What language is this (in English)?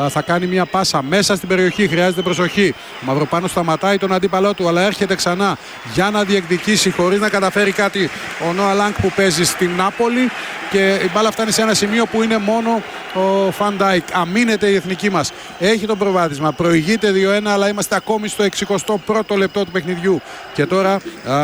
Greek